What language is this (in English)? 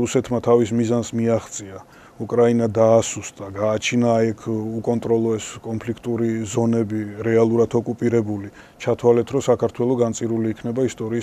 Georgian